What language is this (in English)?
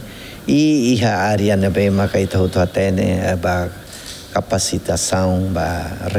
Tetum